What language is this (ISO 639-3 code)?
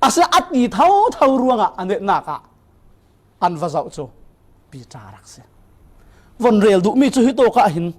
cfm